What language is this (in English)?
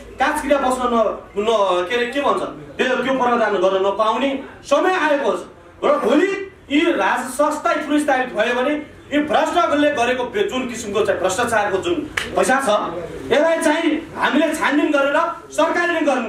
Nepali